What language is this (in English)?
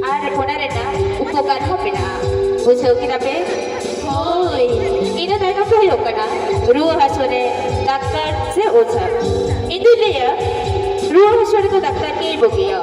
Santali